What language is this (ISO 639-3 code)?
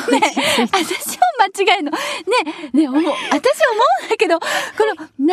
jpn